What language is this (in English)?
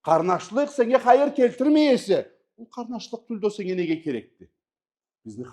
Karachay-Balkar